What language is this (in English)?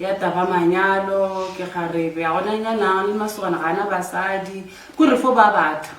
Northern Sotho